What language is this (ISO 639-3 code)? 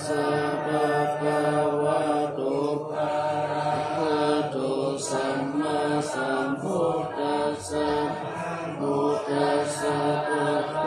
pli